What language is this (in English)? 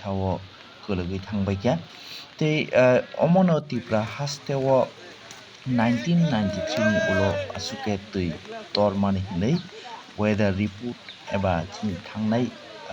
Kok Borok